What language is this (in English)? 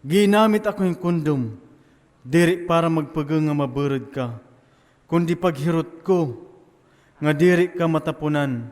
Waray